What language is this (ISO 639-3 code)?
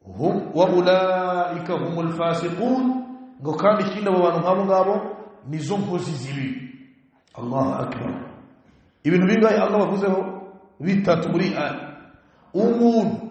kin